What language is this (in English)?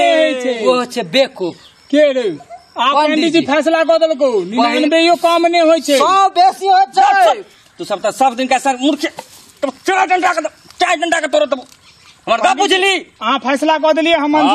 Maithili